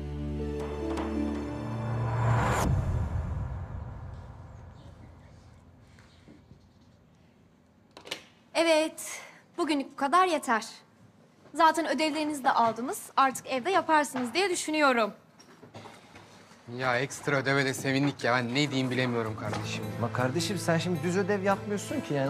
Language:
Turkish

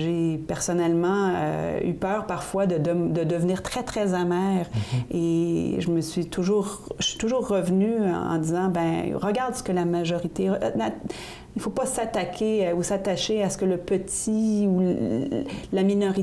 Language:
French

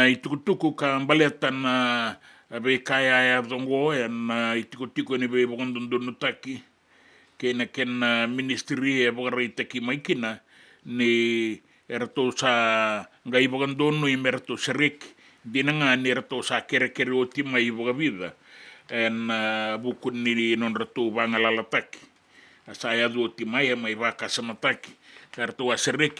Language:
Fijian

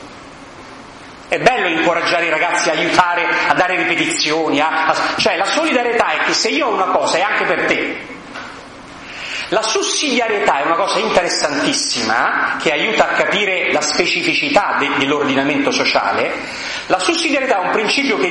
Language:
Italian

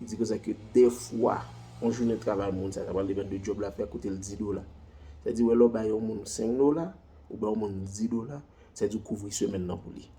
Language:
Haitian Creole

